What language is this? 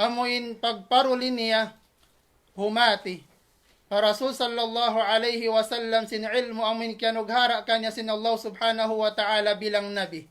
Tausug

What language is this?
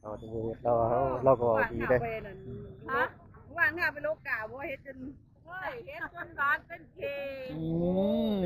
Northeastern Thai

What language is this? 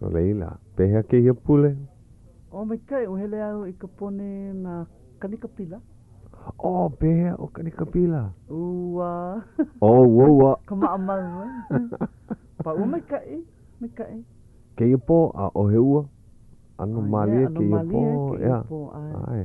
Hawaiian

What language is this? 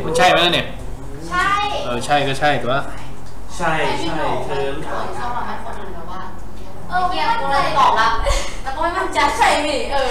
Thai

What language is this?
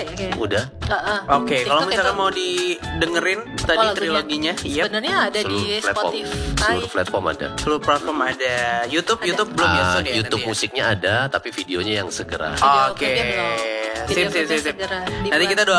Indonesian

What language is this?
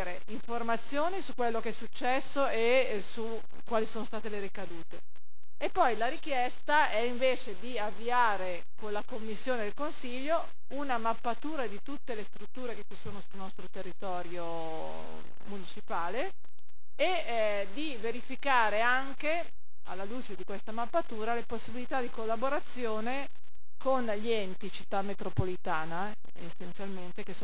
Italian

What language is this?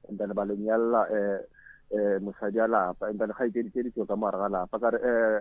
Northern Sotho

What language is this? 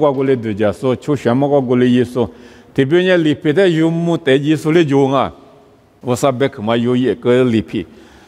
Lisu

